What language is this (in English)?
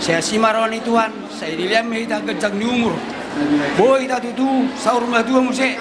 Batak Toba